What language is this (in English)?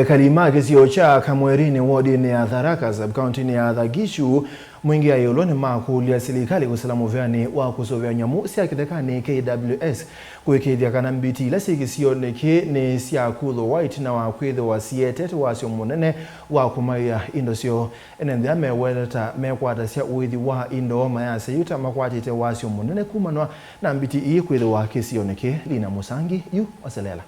Kamba